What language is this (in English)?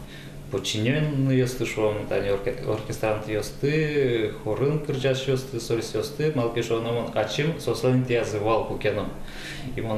Udmurt